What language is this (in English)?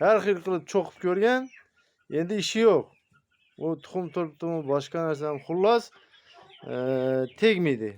Uzbek